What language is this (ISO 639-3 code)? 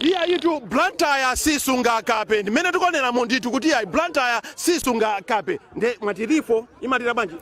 nya